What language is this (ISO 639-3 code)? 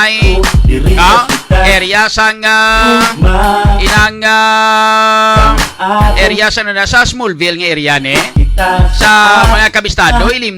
hil